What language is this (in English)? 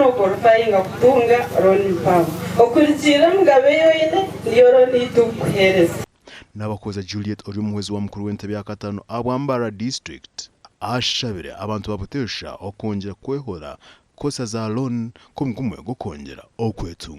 Nyankole